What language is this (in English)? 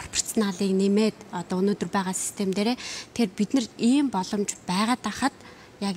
Mongolian